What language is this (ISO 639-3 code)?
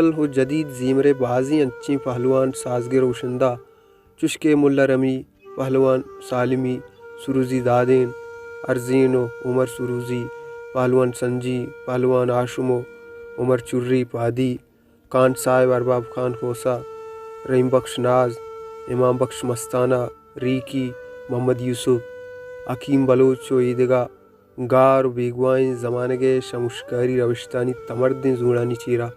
bal